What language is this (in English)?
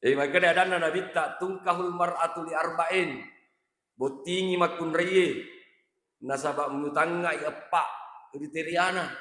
Buginese